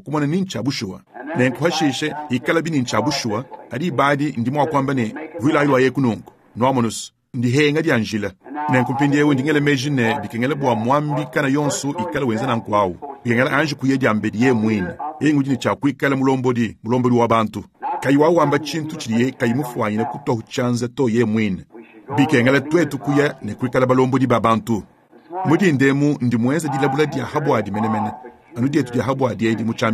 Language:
Luba-Lulua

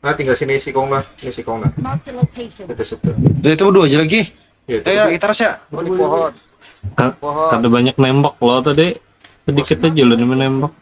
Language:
Banjar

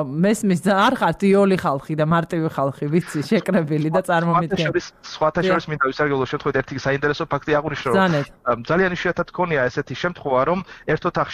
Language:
Georgian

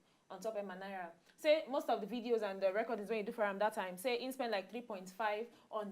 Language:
Nigerian Pidgin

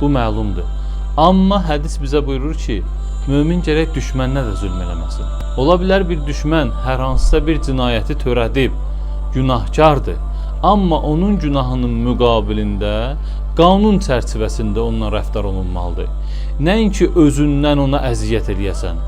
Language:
Azerbaijani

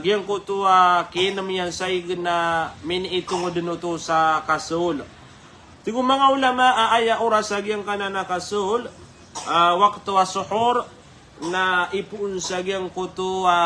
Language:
Maranao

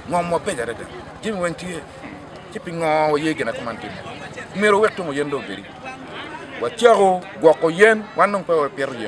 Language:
Acoli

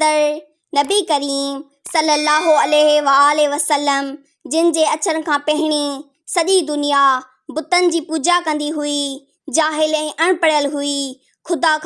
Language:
Sindhi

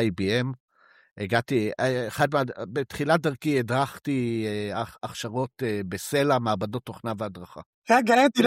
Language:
Hebrew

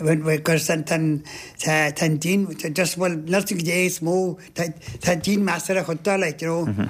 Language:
Irish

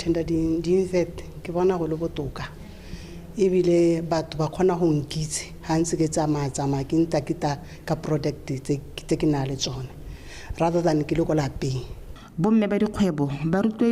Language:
Tswana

